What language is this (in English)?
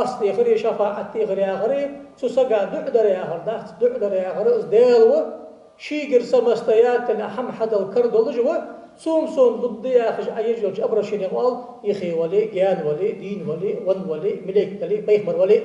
Ingush